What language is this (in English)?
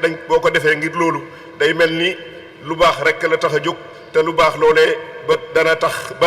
Wolof